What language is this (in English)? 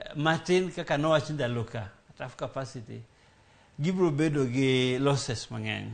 Luo (Kenya and Tanzania)